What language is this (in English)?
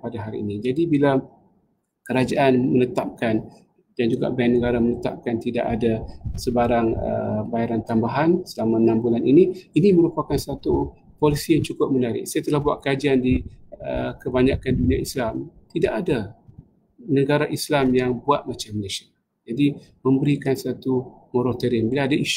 Malay